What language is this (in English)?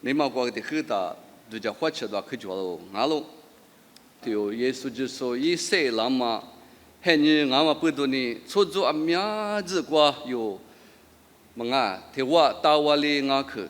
Lisu